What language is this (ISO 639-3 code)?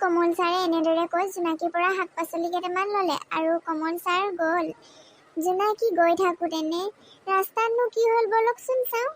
asm